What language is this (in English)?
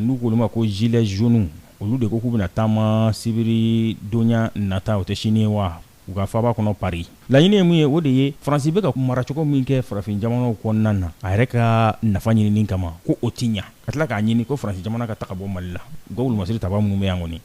Bambara